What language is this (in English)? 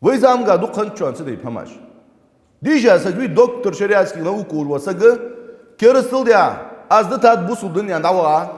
Ingush